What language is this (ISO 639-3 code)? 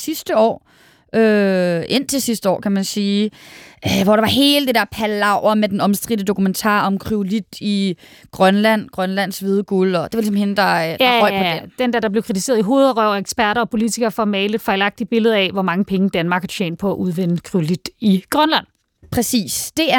dan